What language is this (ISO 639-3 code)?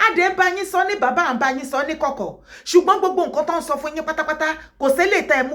yor